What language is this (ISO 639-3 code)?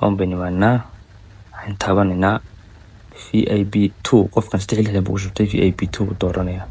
som